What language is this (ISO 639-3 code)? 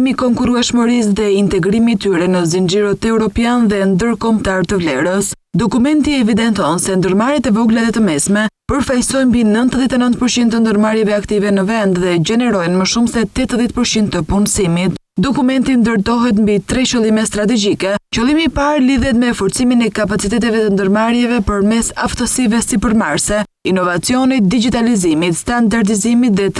sqi